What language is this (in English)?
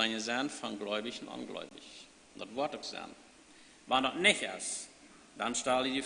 Plautdietsch